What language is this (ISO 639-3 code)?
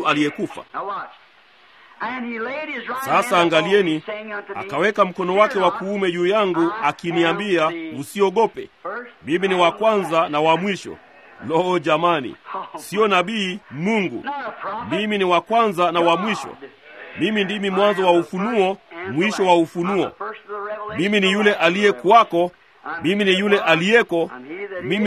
swa